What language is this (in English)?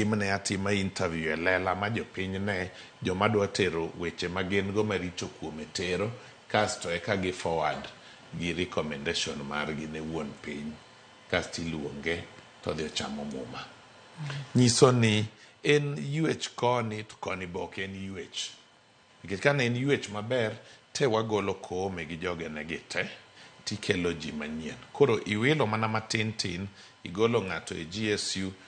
Luo (Kenya and Tanzania)